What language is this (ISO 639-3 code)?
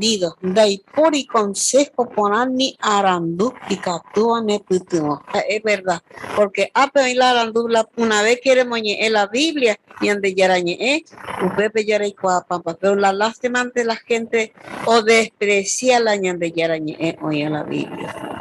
grn